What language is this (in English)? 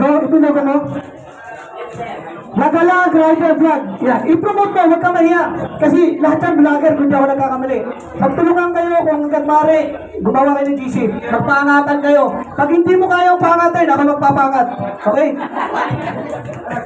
Filipino